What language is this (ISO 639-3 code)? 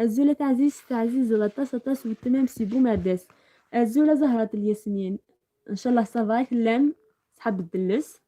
arq